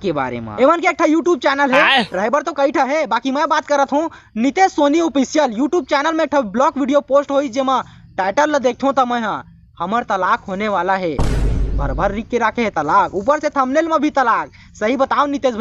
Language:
Chhattisgarhi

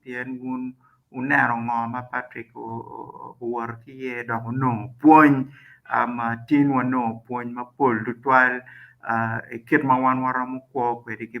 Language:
Acoli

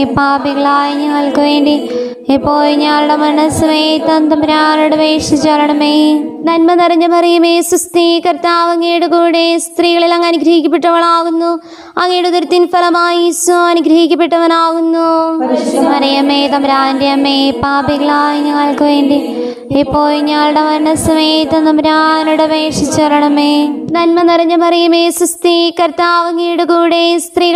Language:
Malayalam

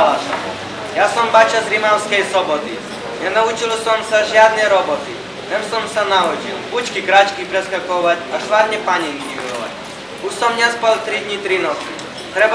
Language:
Slovak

